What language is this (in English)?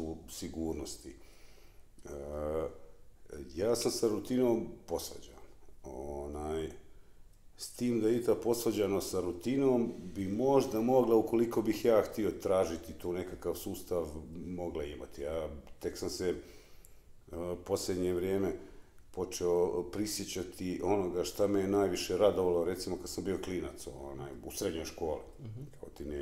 Bosnian